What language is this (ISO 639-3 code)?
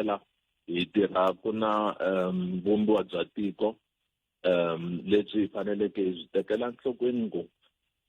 tso